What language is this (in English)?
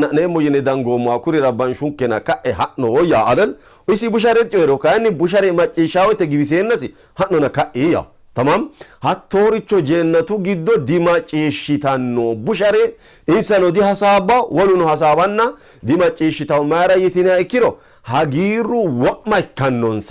Sidamo